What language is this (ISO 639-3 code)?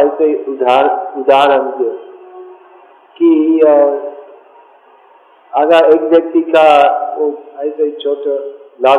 hin